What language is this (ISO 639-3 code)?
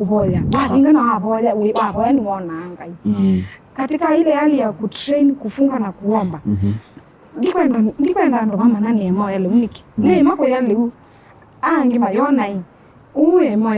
kam